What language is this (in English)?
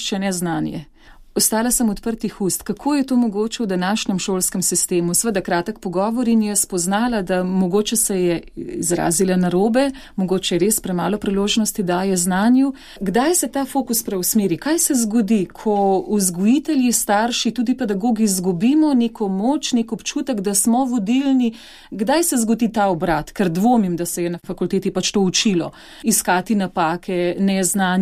Slovenian